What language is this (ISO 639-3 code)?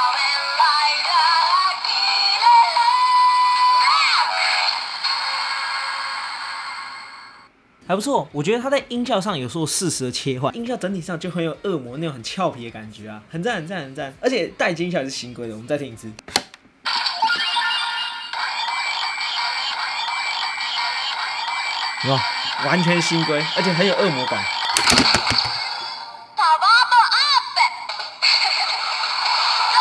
zho